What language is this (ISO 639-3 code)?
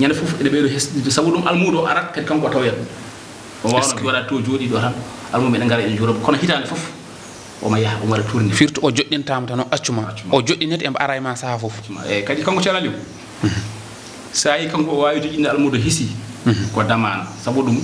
ful